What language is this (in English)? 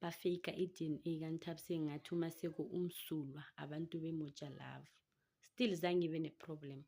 Zulu